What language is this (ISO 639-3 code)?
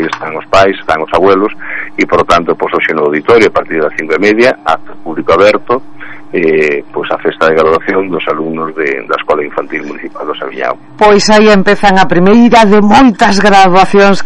glg